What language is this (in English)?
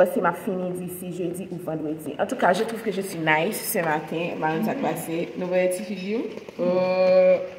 Haitian Creole